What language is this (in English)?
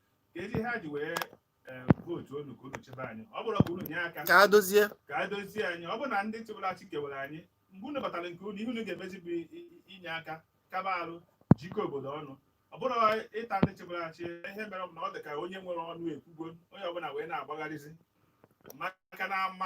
Igbo